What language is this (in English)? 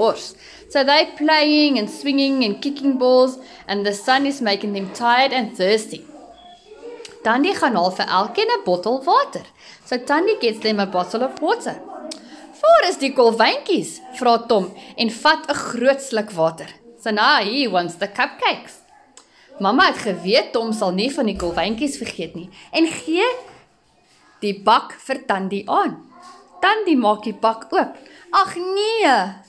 Afrikaans